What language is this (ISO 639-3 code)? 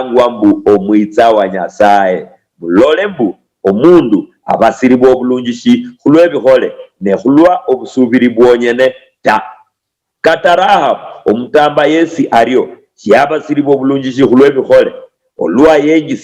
luy